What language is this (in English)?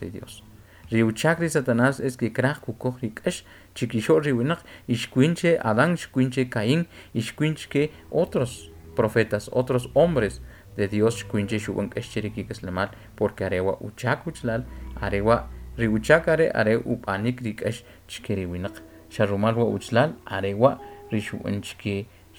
Kʼicheʼ